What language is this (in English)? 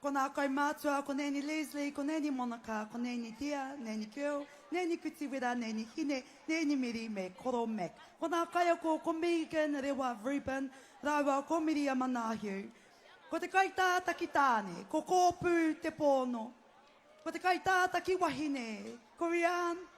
Māori